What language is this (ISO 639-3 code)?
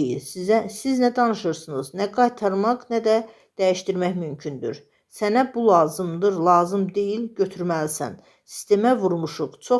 aze